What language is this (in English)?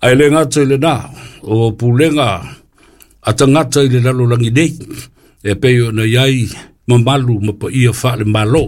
Samoan